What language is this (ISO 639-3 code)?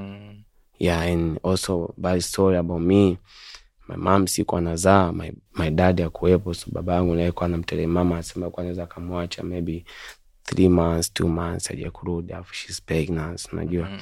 swa